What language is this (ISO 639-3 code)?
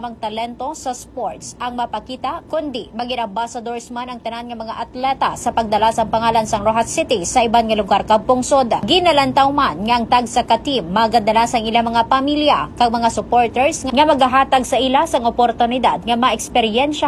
hil